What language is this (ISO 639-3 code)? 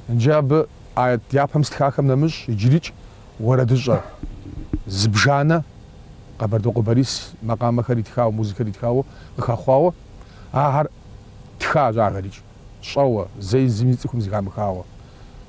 kbd